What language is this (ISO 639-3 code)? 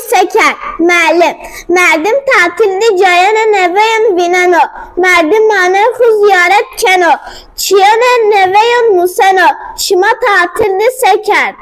zza